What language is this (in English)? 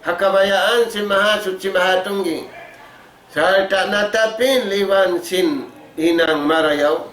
Tausug